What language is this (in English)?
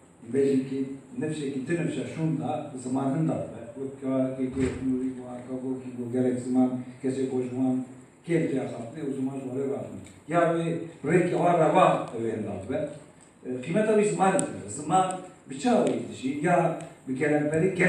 Kurdish